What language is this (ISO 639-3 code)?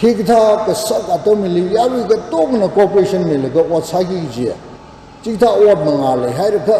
nmf